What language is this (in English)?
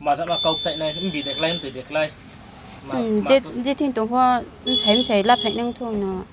Riang (India)